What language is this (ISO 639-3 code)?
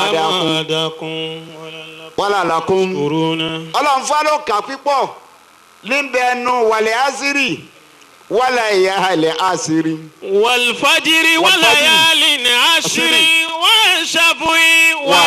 yor